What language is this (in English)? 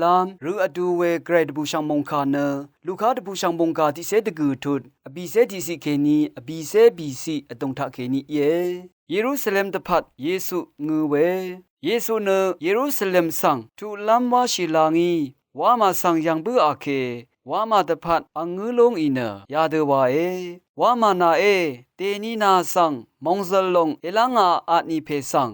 Rawang